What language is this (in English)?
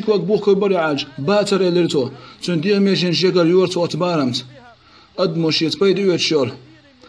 Chechen